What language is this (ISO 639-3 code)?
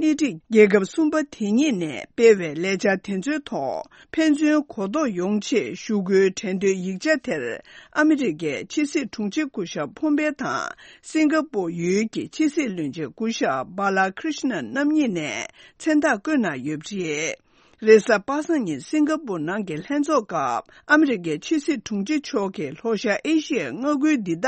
bod